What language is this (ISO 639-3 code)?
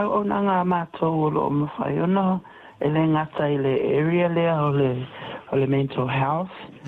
smo